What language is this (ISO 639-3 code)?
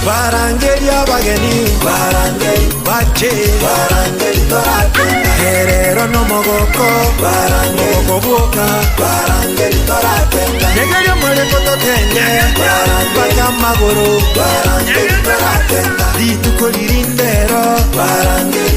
guz